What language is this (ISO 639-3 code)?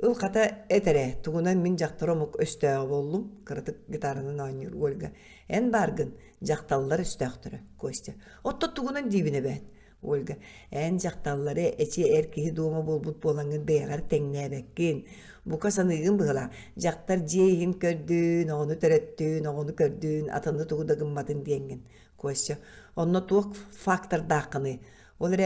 sah